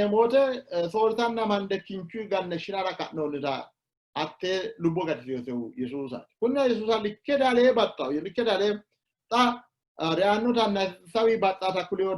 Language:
Sidamo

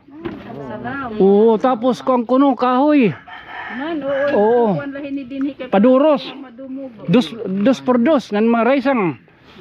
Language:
Waray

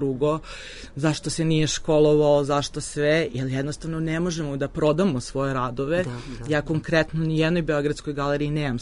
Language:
Serbian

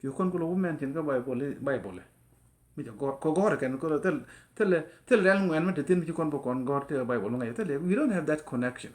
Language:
Nuer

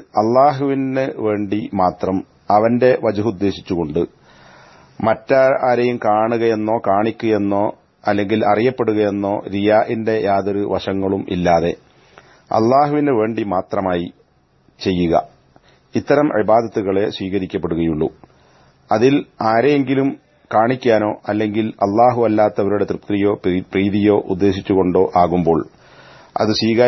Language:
Malayalam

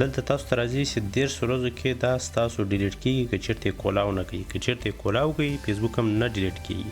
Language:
Pashto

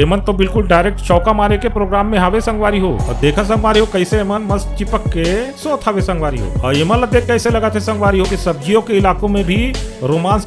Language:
Chhattisgarhi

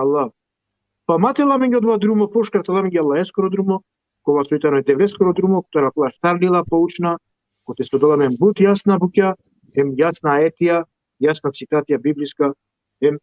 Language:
Balkan Romani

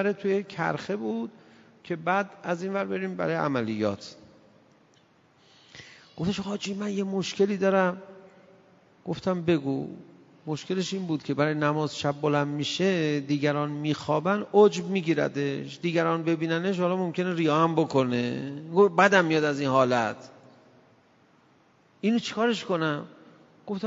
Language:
Persian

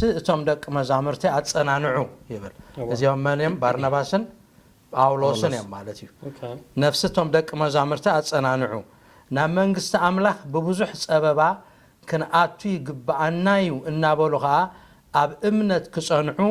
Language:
Tigrinya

